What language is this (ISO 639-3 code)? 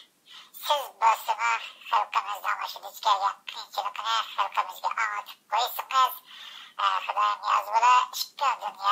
uig